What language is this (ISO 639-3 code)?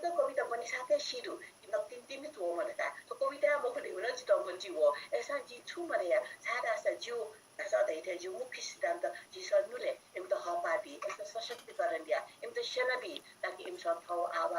new